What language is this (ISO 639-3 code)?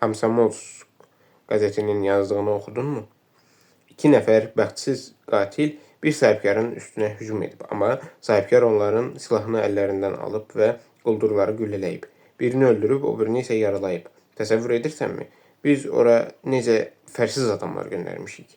aze